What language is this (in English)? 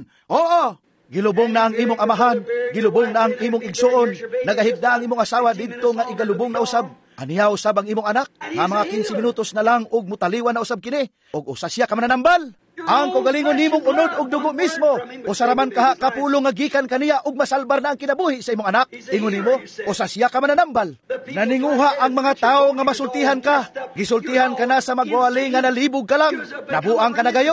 Cebuano